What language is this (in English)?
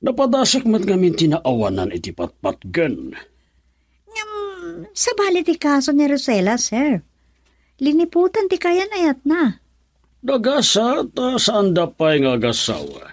Iloko